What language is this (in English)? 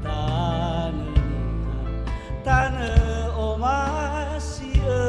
Nias